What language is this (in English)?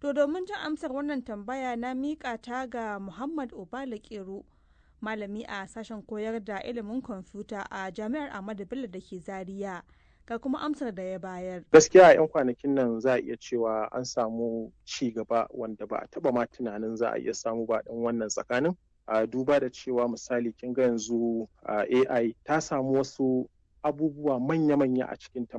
Hausa